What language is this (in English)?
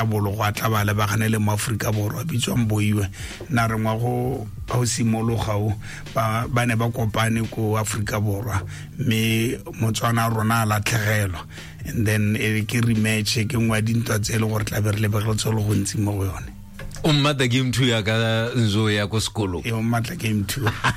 Tswana